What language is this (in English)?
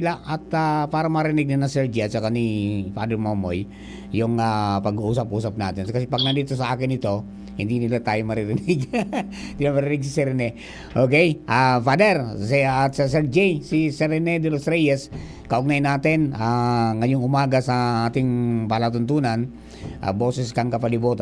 Bikol